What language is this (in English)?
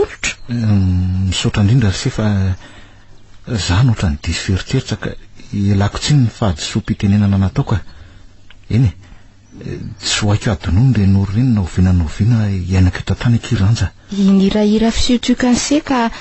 Malagasy